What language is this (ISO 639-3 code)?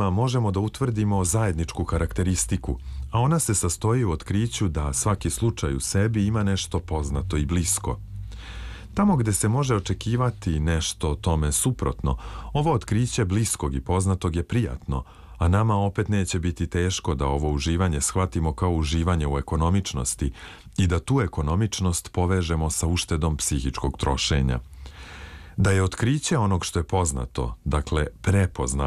srp